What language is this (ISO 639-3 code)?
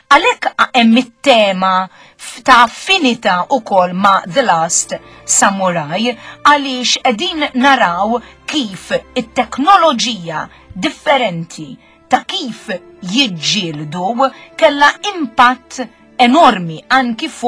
mlt